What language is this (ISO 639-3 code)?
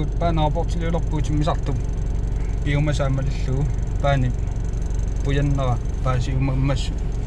kal